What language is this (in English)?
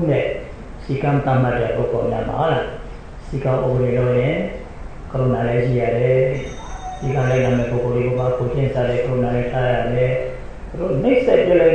Burmese